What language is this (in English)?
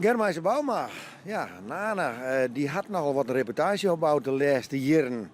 Western Frisian